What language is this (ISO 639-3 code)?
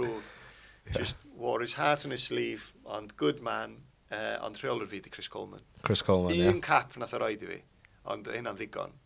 cym